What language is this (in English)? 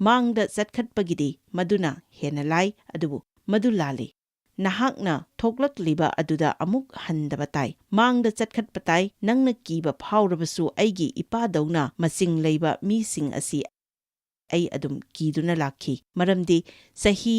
Manipuri